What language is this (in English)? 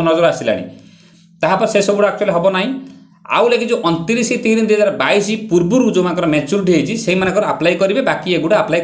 Odia